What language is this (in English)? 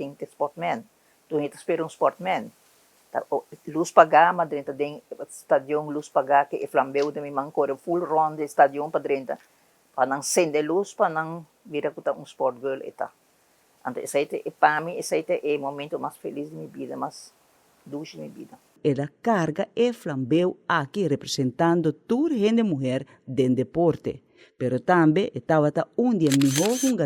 Papiamento